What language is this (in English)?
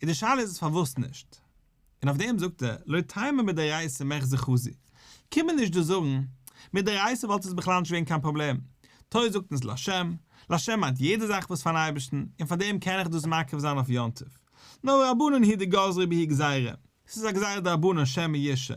Yiddish